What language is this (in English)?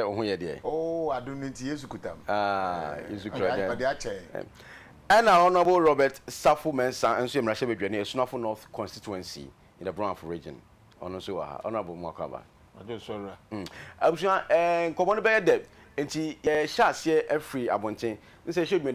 Akan